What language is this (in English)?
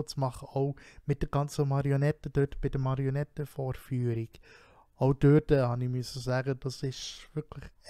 Swiss German